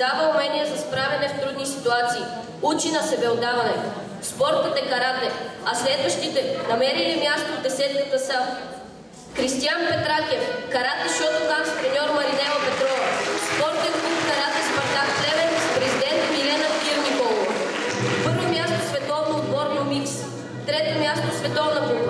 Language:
Bulgarian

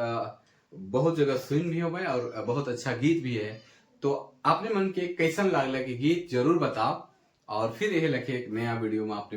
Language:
Sadri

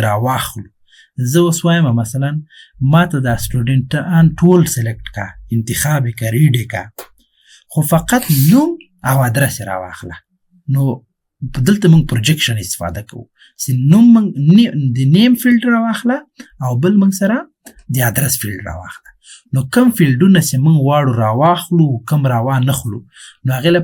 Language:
Pashto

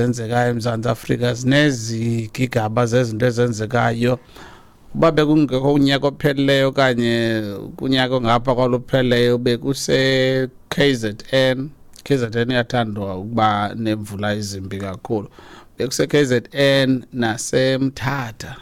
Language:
Xhosa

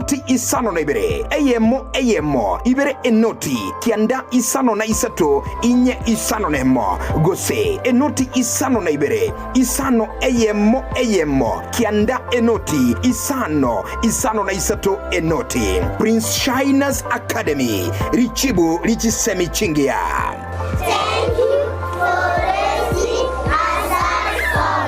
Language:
Gusii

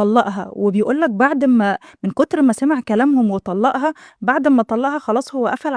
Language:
Egyptian Arabic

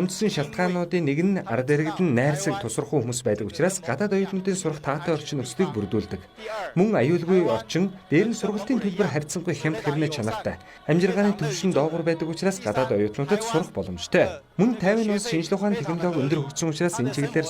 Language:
Mongolian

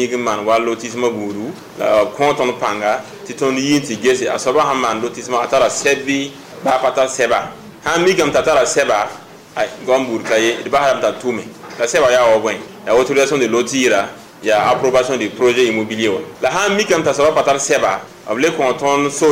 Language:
Mossi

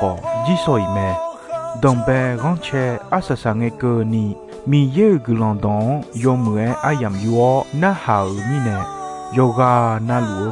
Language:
Akha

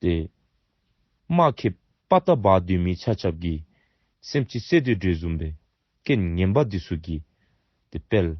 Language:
Dzongkha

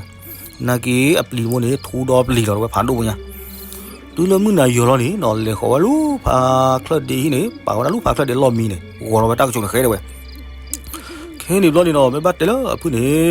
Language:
S'gaw Karen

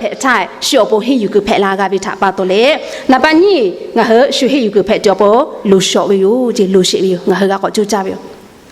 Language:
Lahu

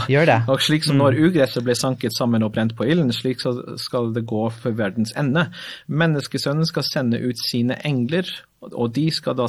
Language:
Norwegian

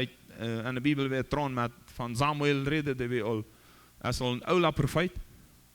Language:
Plautdietsch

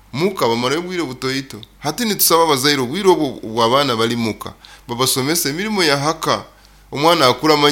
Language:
Nyoro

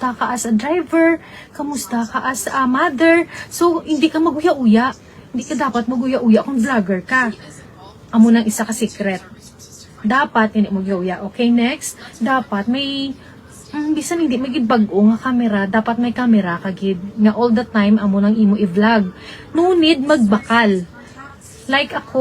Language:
Hiligaynon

